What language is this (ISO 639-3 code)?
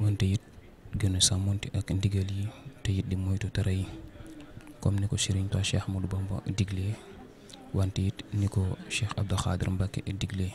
wol